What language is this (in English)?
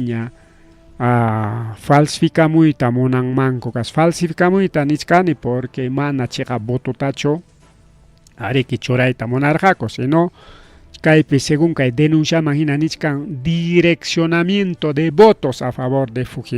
Ayacucho Quechua